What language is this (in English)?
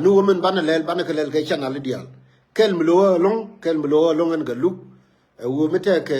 Nuer